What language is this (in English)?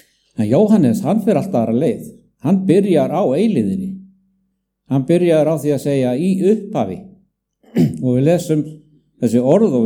Icelandic